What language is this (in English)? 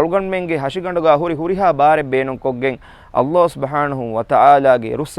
Divehi